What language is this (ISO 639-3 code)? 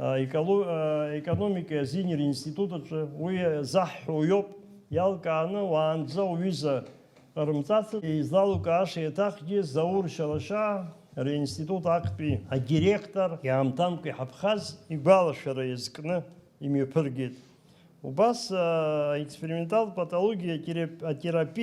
abk